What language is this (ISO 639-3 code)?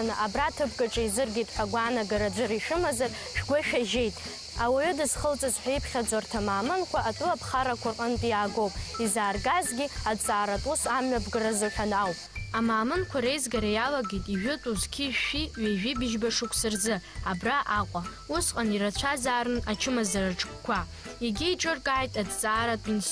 abk